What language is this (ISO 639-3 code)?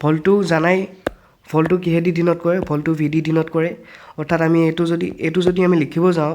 asm